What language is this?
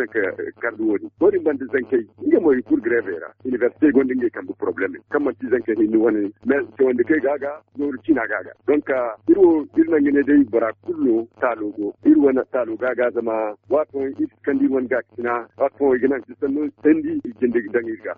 Zarma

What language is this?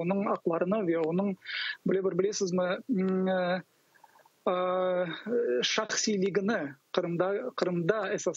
Crimean Tatar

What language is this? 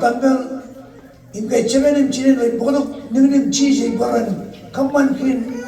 Marshallese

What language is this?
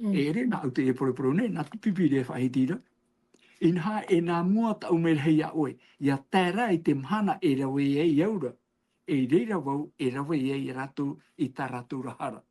Tahitian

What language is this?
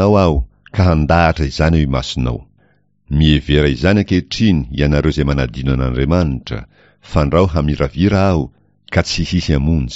Malagasy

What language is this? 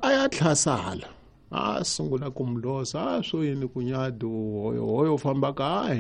Tsonga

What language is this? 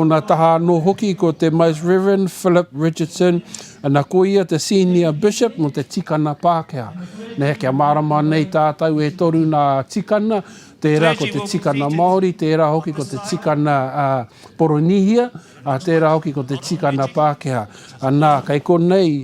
Māori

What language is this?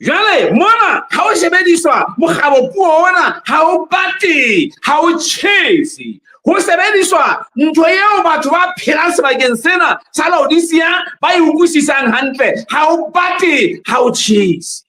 Southern Sotho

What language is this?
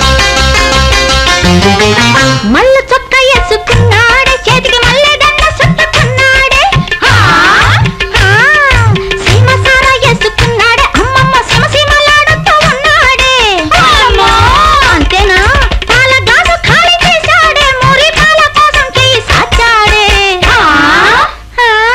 Telugu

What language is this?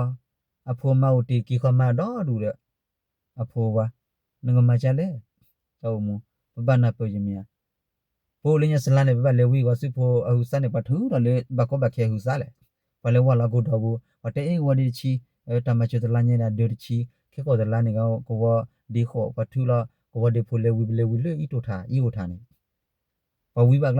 S'gaw Karen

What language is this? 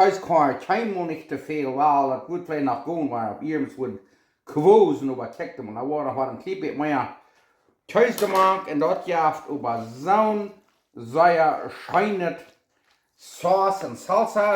Plautdietsch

